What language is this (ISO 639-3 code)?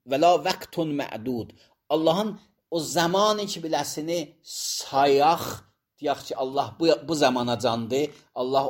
aze